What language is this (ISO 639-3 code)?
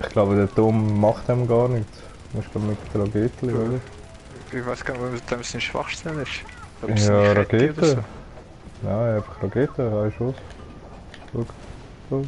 gsw